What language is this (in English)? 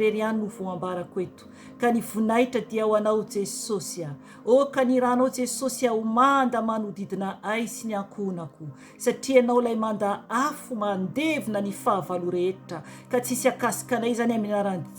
Malagasy